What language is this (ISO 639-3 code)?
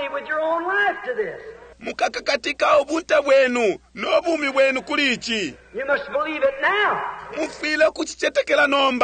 bem